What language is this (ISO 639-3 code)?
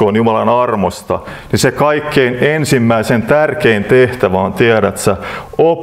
fin